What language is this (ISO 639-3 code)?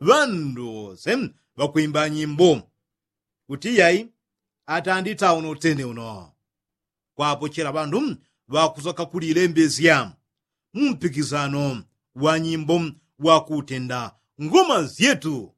yao